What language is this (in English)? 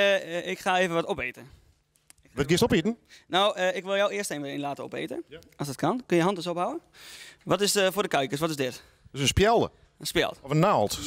Western Frisian